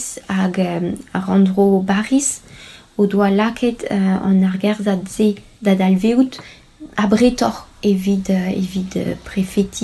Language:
Breton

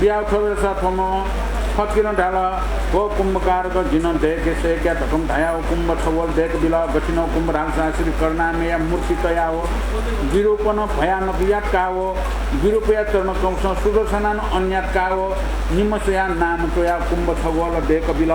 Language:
Newari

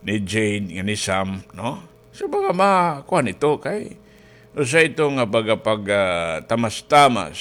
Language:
Waray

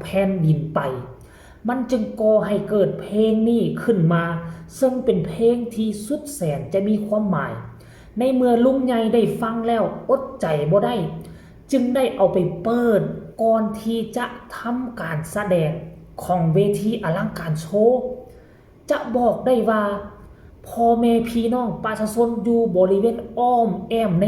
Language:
Northeastern Thai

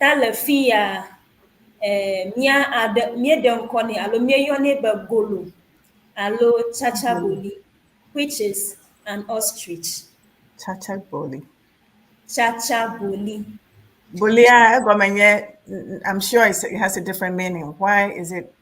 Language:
Ewe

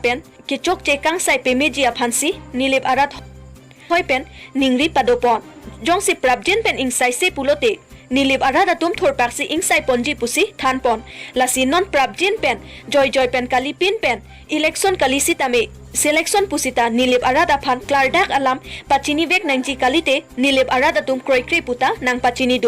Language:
Karbi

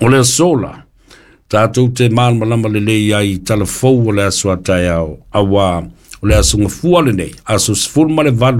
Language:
Samoan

